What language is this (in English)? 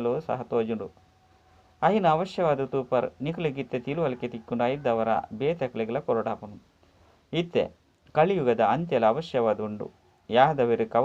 Tulu